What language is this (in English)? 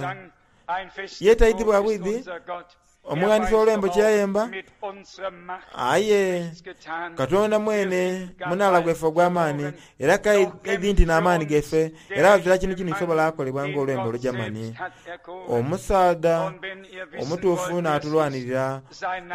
Soga